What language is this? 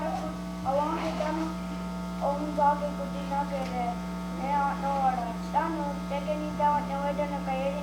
Mohawk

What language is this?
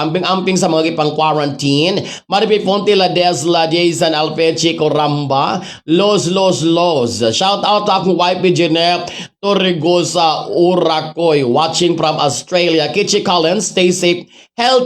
Cebuano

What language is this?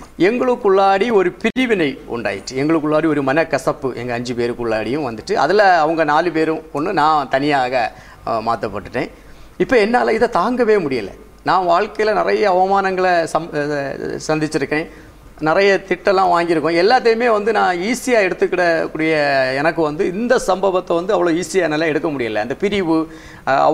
Tamil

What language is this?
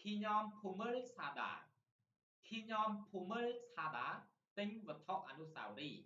Khmer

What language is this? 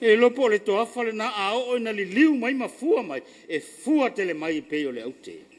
Samoan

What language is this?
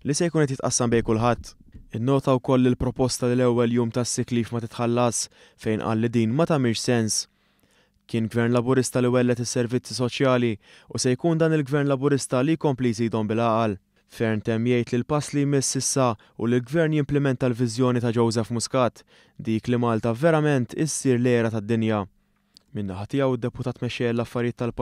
Maltese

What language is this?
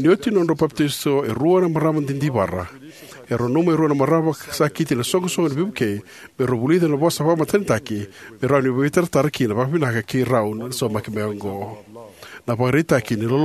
Fijian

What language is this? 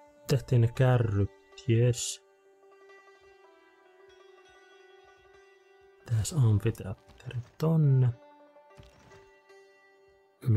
Finnish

